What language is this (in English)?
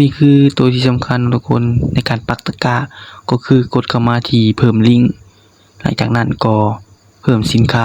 Lao